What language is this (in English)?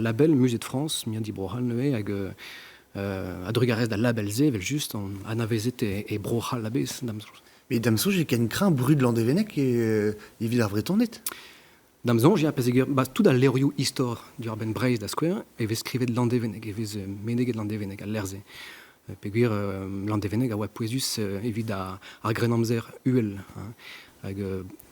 Breton